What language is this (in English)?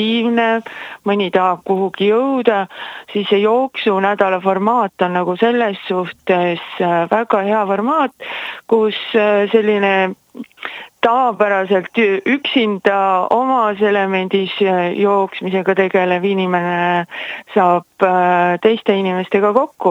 Estonian